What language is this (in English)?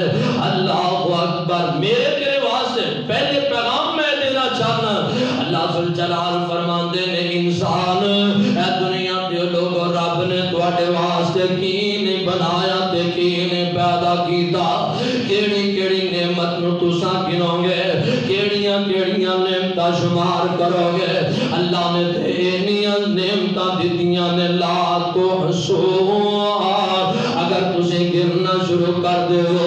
Western Panjabi